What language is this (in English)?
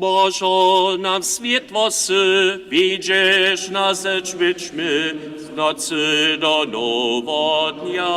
Upper Sorbian